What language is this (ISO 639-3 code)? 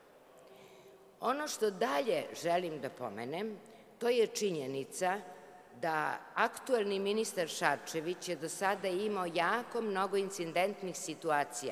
srp